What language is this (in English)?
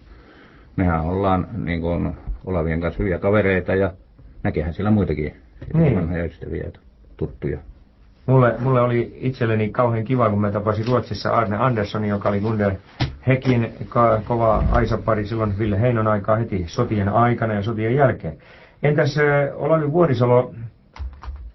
Finnish